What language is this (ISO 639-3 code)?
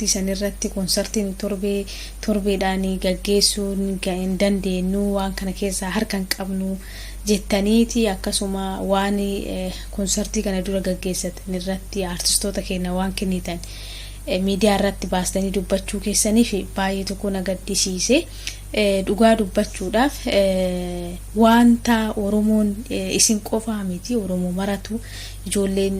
orm